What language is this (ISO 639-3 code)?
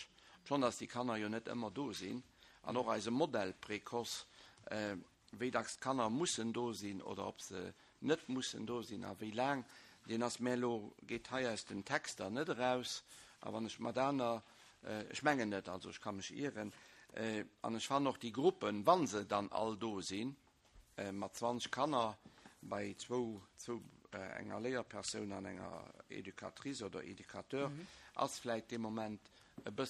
ltz